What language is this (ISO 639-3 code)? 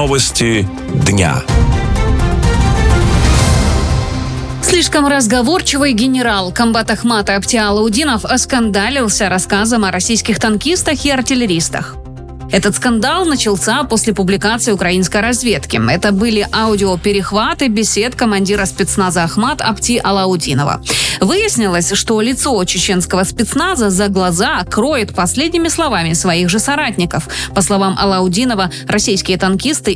rus